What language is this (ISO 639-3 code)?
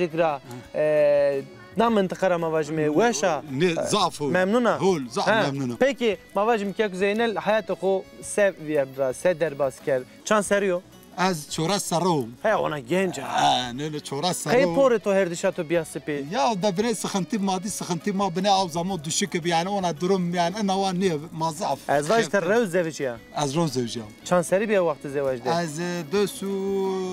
zza